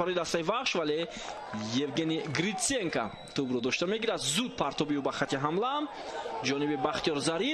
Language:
Tajik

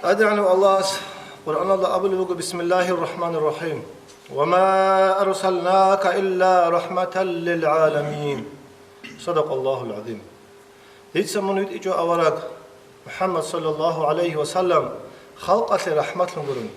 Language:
Avaric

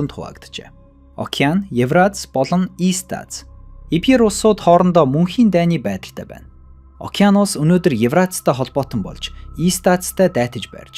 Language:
Mongolian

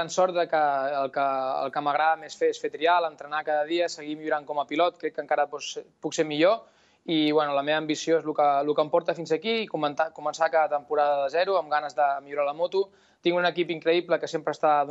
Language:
Catalan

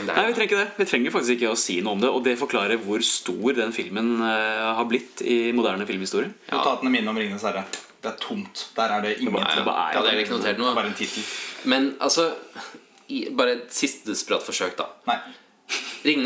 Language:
Norwegian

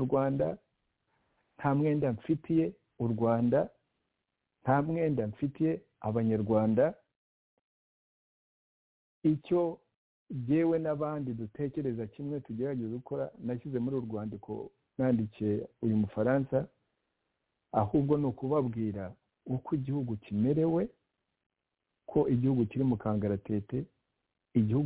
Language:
Kinyarwanda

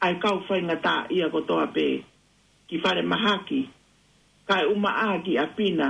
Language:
Tongan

